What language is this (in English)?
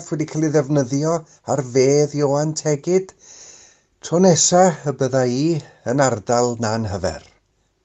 Welsh